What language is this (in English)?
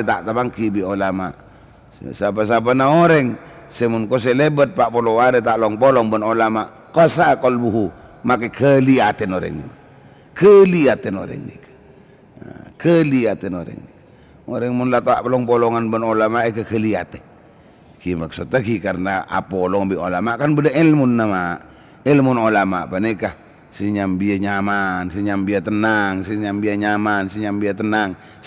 Madurese